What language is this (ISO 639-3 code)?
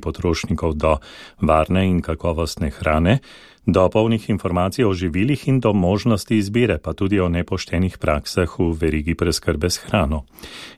slv